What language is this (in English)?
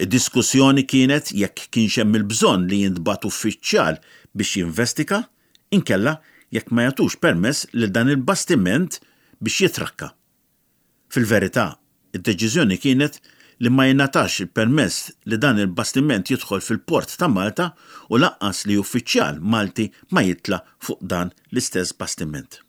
Maltese